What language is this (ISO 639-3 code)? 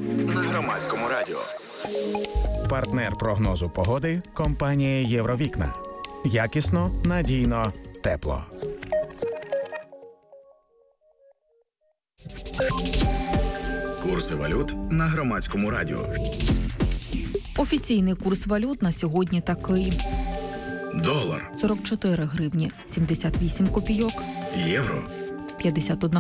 ukr